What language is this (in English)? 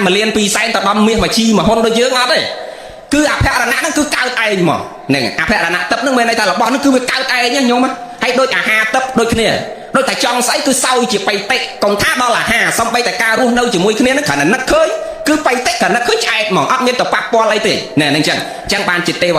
Khmer